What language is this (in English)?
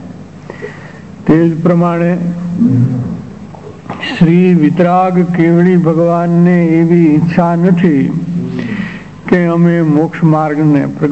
Gujarati